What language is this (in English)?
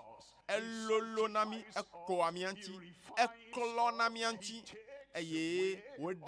Ewe